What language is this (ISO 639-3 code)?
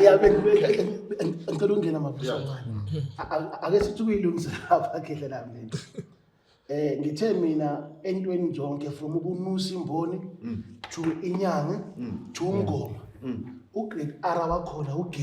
zul